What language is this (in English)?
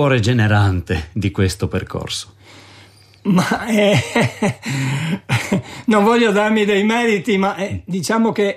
Italian